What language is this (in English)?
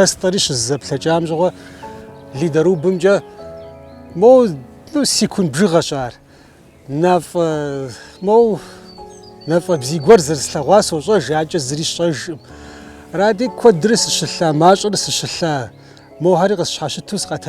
Kabardian